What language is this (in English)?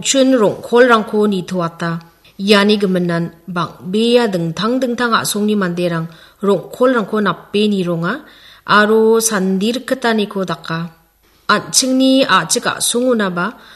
Garo